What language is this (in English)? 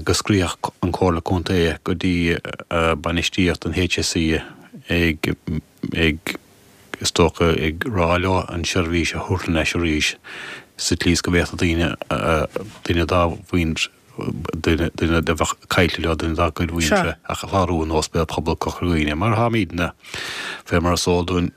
Irish